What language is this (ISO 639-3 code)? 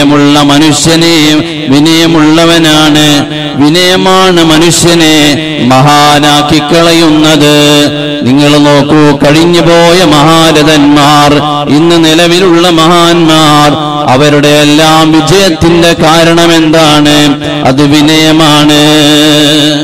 mal